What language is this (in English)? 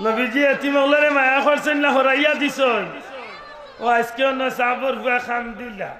Sylheti